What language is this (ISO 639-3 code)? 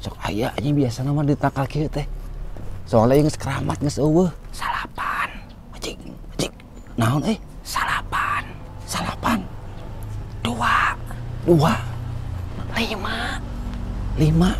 sun